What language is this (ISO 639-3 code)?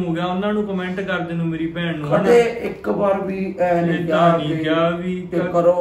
pan